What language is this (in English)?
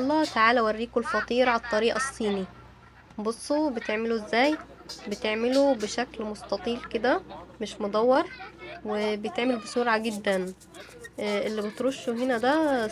Egyptian Arabic